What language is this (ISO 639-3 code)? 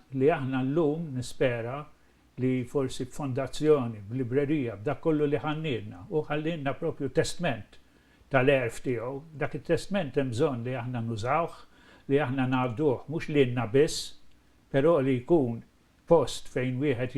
mlt